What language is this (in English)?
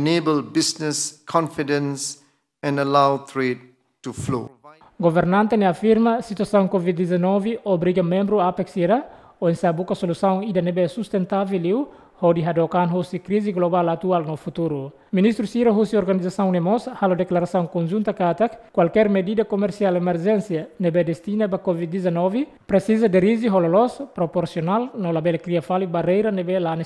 Tetum